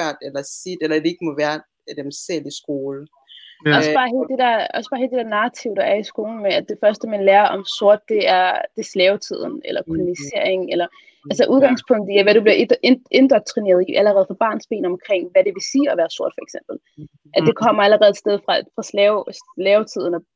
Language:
Danish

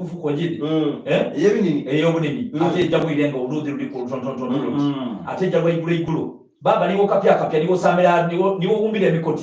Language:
Soga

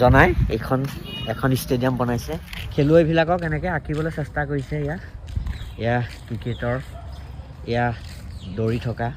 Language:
Assamese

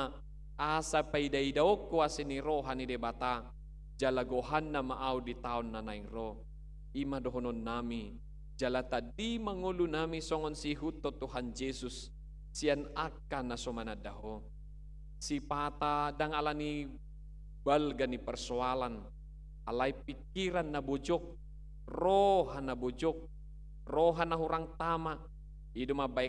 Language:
Batak Toba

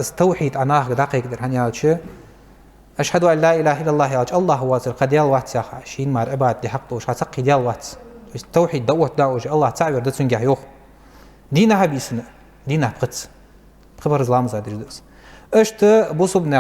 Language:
Ingush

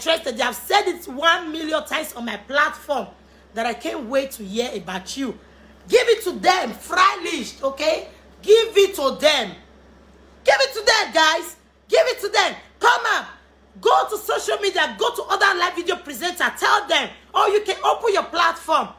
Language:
Nigerian Pidgin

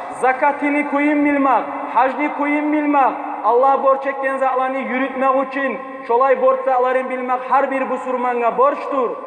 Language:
Kumyk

